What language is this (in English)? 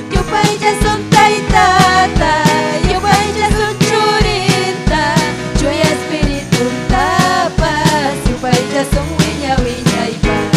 Ayacucho Quechua